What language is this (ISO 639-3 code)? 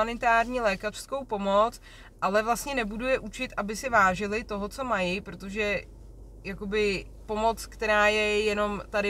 ces